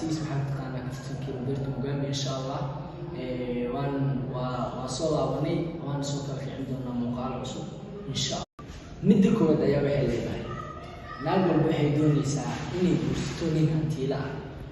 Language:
Somali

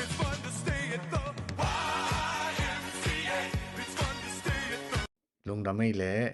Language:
Tedim Chin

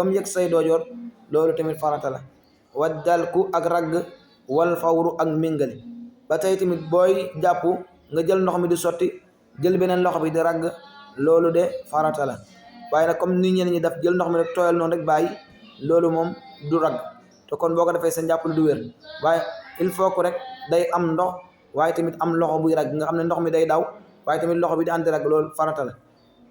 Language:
Wolof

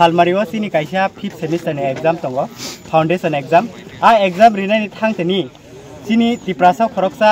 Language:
Kok Borok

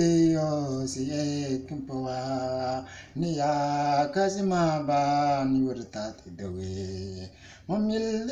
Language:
Mabaan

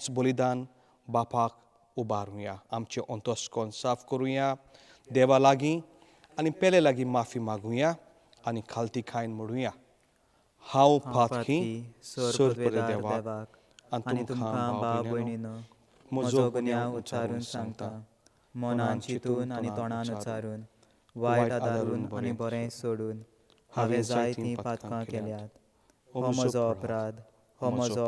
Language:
Konkani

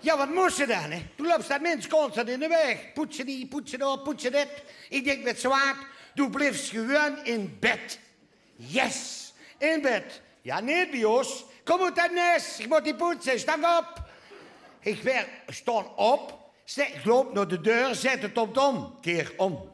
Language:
Limburgish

